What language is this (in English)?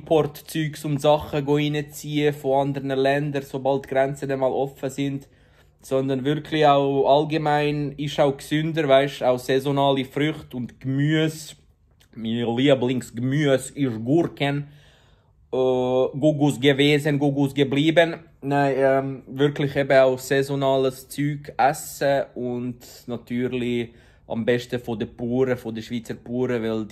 Swiss German